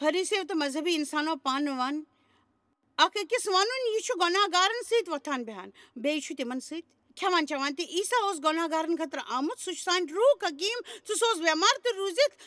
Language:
Kashmiri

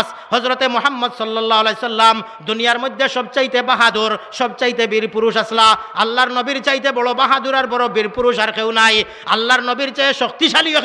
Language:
Sylheti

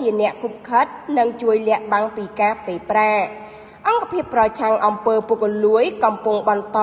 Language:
Khmer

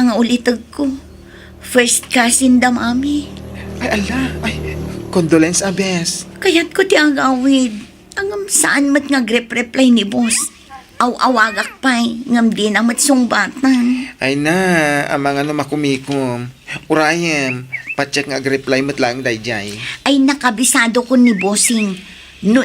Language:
Iloko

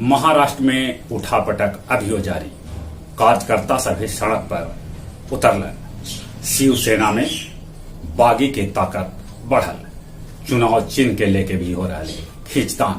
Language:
Magahi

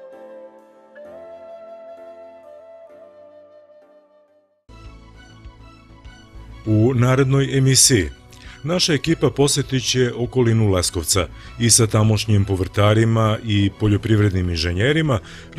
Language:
Serbian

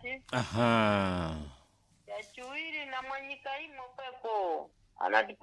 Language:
Sena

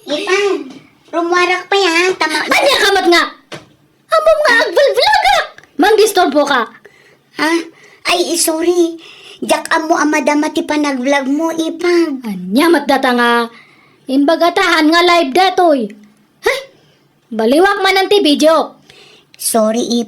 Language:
Iloko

